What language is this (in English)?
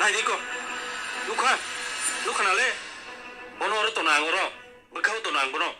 Kok Borok